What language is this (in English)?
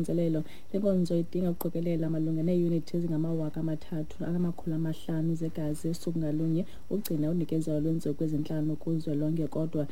Xhosa